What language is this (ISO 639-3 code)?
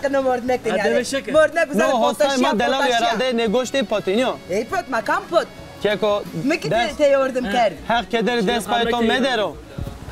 zza